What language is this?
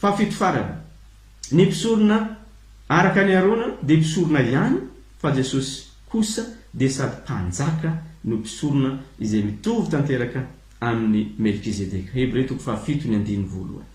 Malagasy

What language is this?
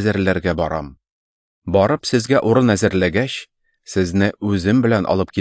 Tatar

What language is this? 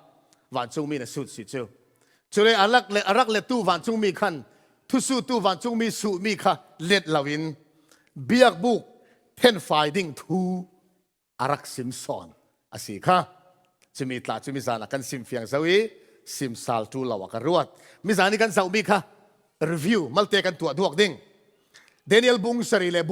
Falam Chin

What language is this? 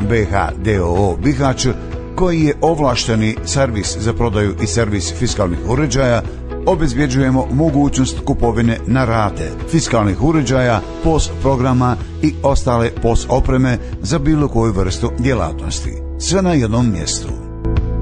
Bosnian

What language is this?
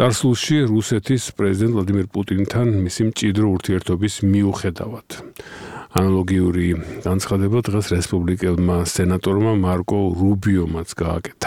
Georgian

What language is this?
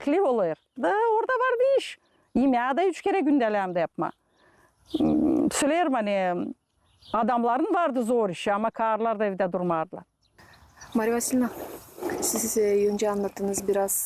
Gagauz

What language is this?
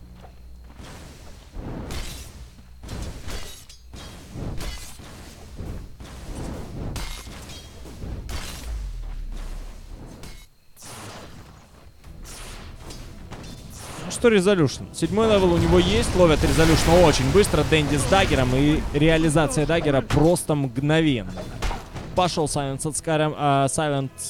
Russian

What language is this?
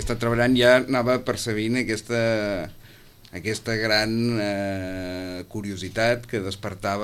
Catalan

